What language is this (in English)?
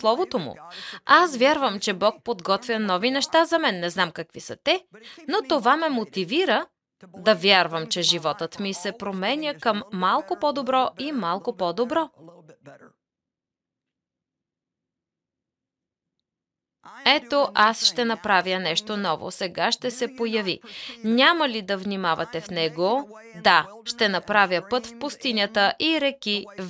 Bulgarian